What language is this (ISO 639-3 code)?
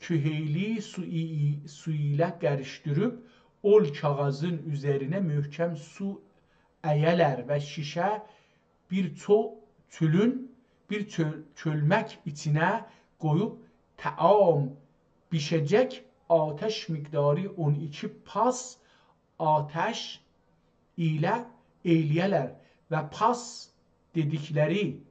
azb